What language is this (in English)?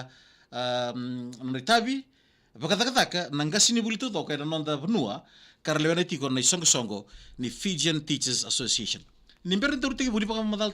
Fijian